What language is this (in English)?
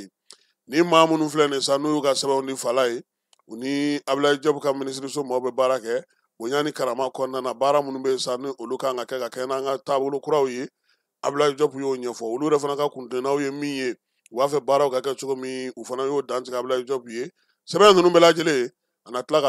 Bambara